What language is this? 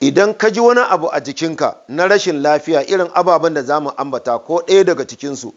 Hausa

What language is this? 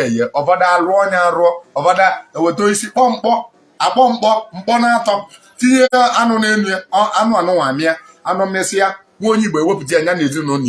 Igbo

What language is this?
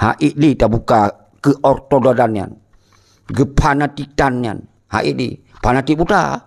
Achinese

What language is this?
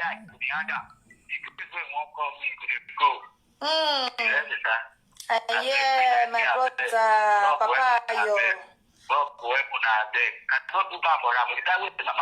Nigerian Pidgin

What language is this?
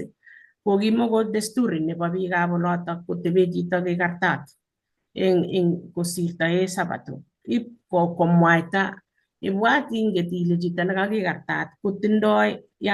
Kalenjin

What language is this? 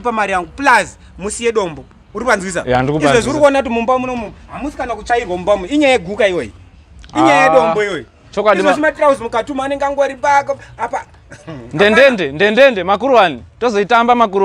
Shona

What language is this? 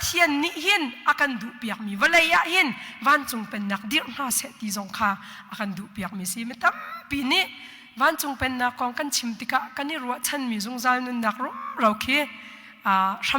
Hakha Chin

